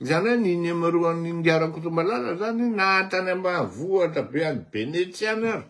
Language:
Malagasy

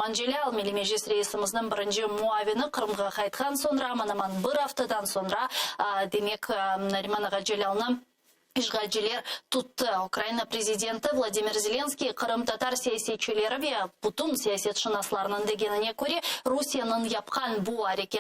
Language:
Crimean Tatar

